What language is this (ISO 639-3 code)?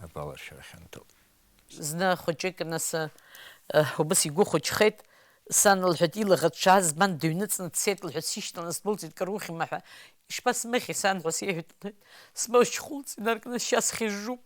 abk